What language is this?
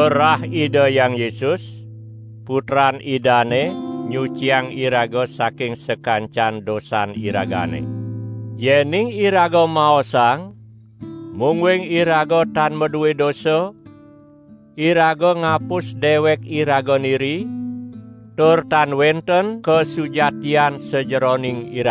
Balinese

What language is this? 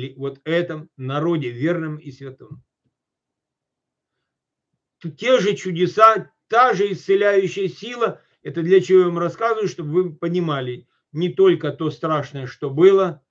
Russian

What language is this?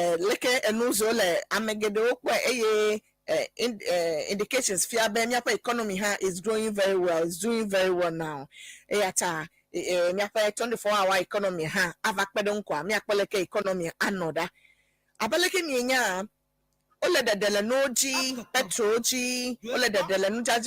Ewe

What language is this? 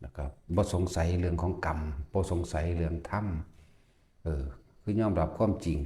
Northeastern Thai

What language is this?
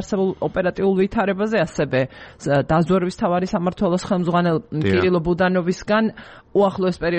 Georgian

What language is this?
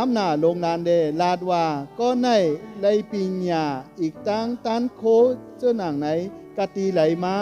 Shan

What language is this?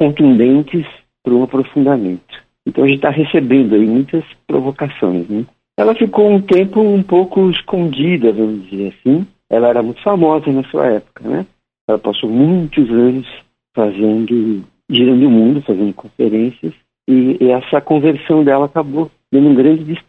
Portuguese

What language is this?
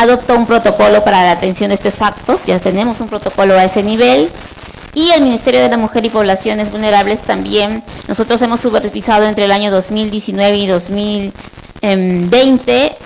Spanish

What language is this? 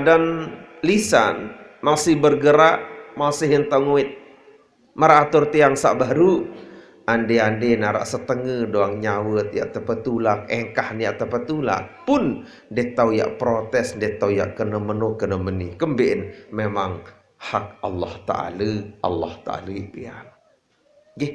Sasak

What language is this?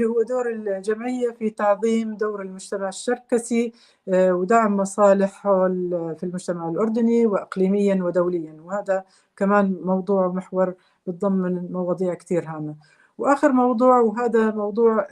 North Levantine Arabic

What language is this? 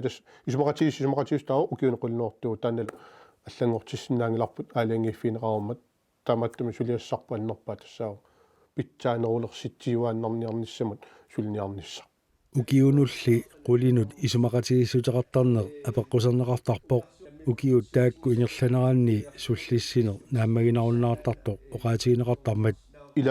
Kalaallisut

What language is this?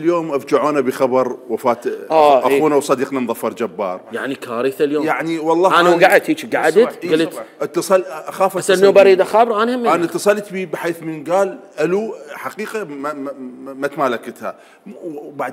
Mesopotamian Arabic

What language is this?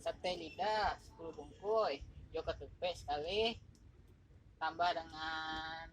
Minangkabau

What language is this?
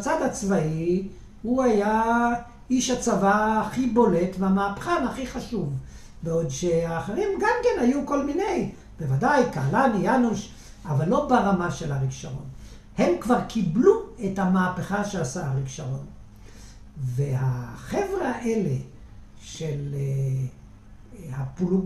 Hebrew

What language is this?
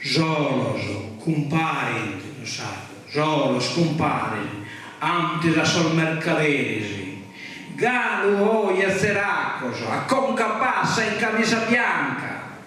Sardinian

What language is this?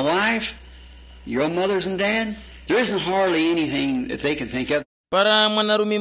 Tumbuka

